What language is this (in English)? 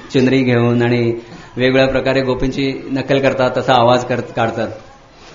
Marathi